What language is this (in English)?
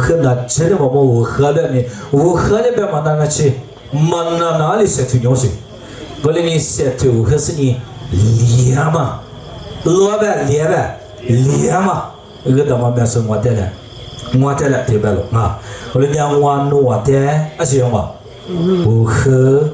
Lisu